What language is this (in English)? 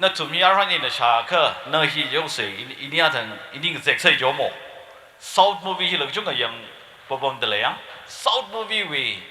Tangkhul Naga (India)